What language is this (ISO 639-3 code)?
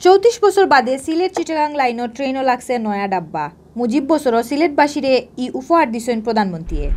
syl